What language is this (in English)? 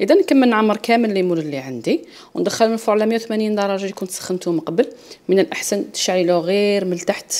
Algerian Arabic